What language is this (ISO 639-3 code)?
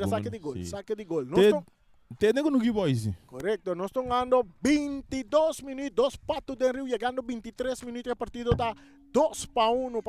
pap